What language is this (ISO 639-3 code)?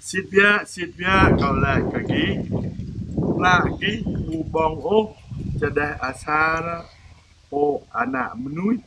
jra